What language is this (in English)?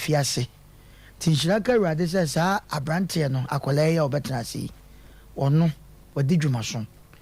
Akan